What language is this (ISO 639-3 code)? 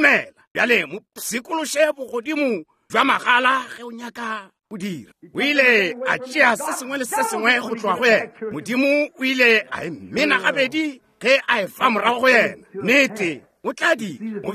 nso